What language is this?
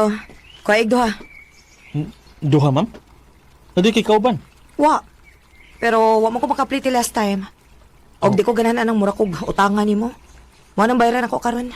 Cebuano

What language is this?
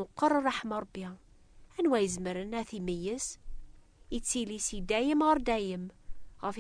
Kabyle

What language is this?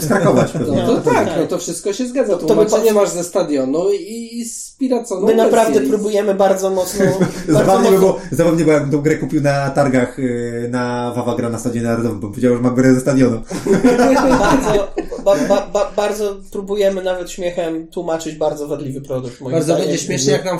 Polish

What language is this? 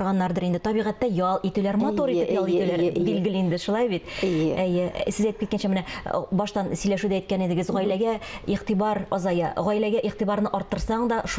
Tatar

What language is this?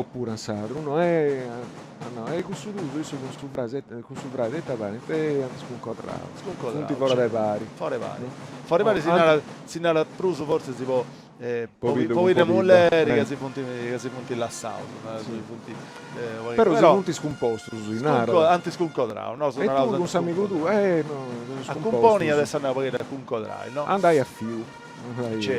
Sardinian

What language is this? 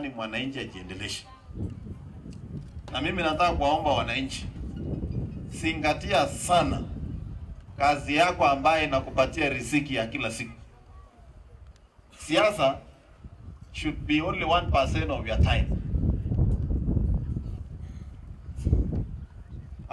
Swahili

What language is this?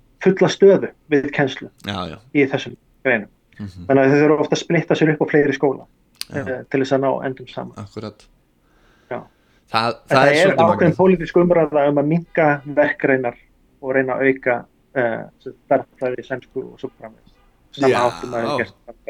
Icelandic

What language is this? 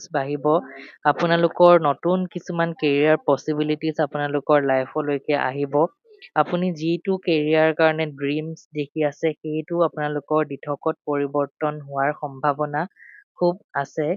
Assamese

